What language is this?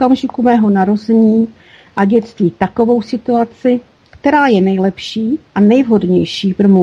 Czech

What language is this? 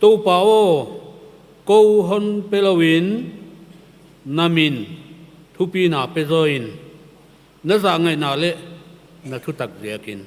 Paite Chin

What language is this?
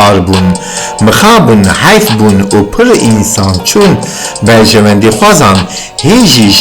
Kurdish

